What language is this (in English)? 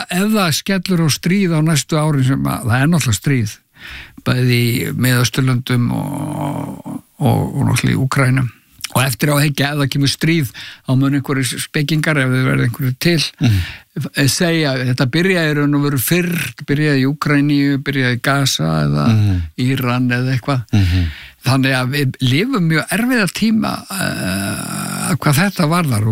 Icelandic